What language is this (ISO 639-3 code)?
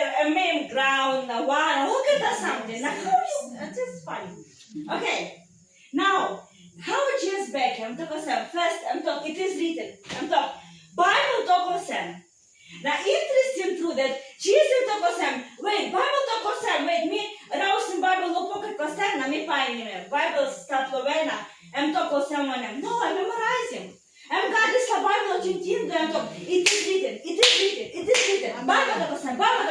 tpi